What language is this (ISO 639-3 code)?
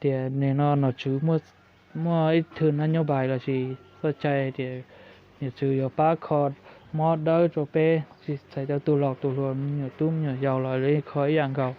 hmn